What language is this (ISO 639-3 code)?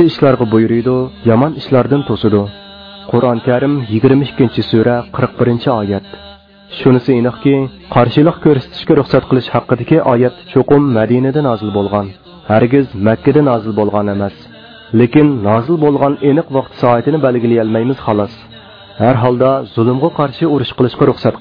uig